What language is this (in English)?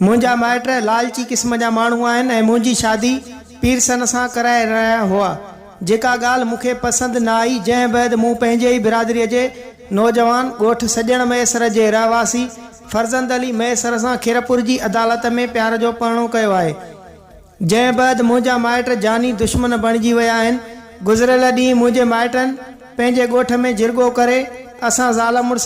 Sindhi